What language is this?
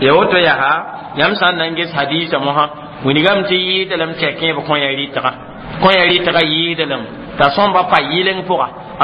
Mossi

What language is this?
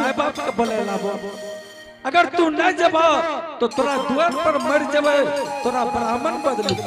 Angika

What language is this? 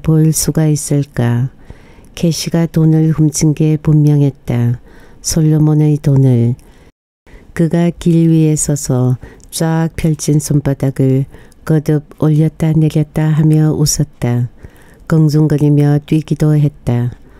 Korean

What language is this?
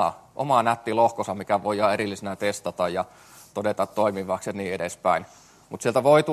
Finnish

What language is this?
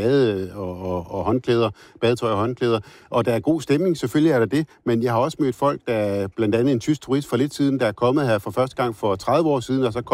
Danish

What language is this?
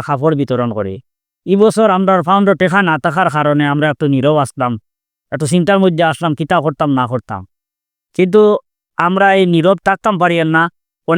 Sylheti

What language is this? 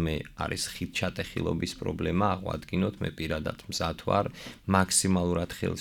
Georgian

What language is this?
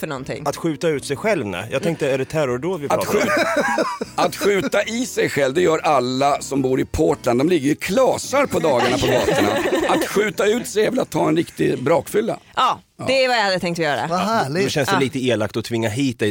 Swedish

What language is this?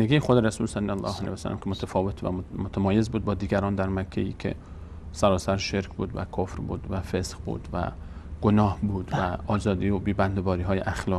Persian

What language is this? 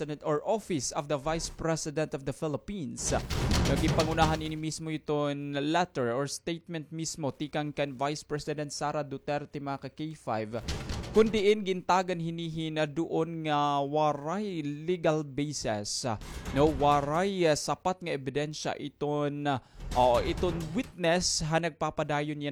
Waray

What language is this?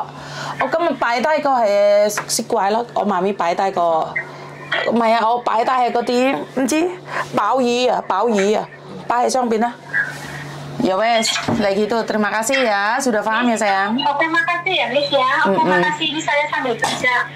Indonesian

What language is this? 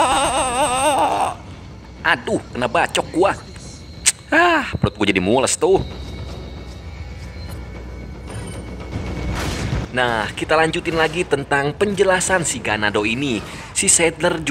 Indonesian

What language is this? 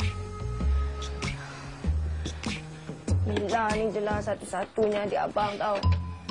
Malay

